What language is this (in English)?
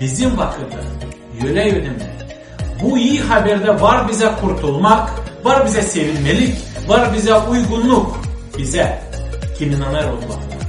Gagauz